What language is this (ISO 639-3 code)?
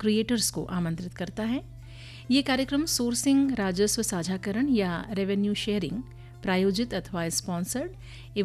hin